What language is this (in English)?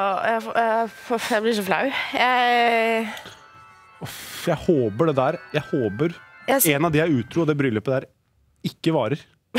Norwegian